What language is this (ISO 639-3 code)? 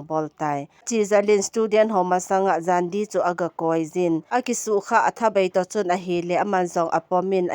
tcz